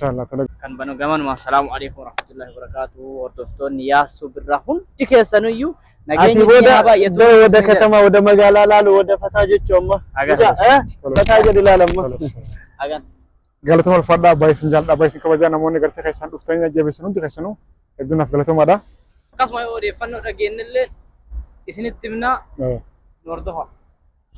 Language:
Oromo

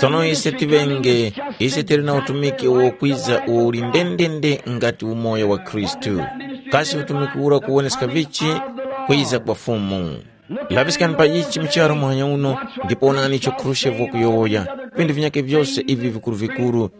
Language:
Tumbuka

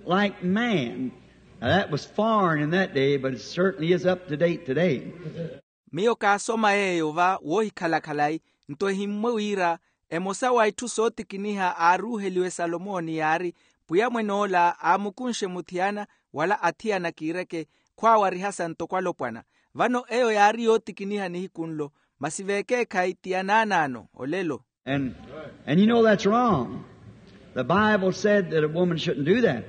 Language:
Makhuwa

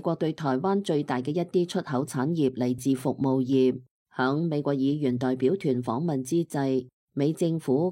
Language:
Cantonese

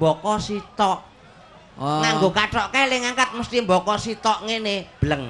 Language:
Javanese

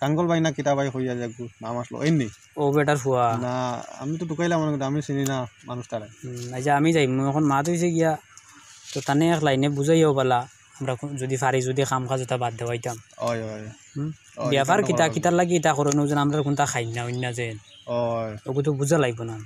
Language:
Sylheti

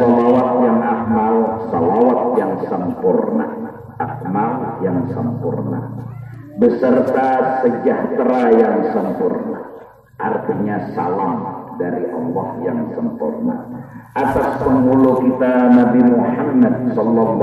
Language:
Banjar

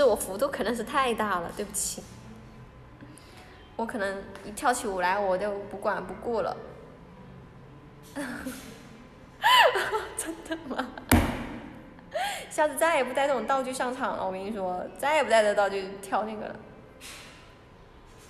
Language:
Chinese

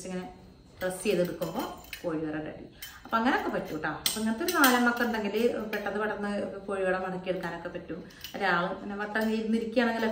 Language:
Malayalam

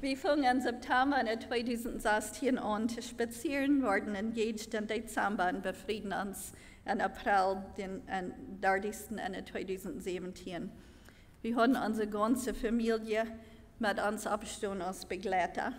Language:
Plautdietsch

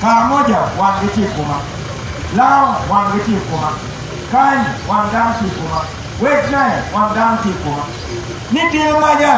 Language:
Acoli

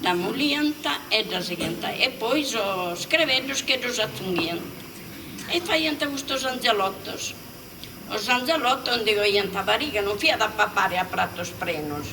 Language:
Sardinian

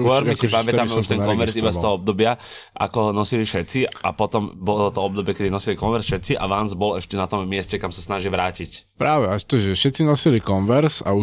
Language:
Slovak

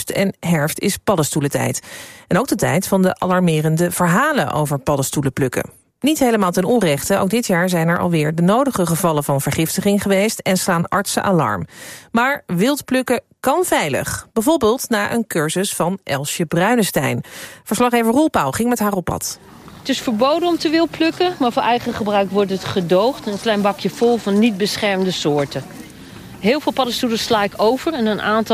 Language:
Dutch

